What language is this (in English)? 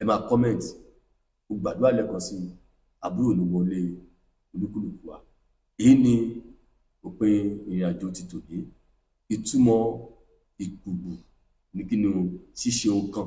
Yoruba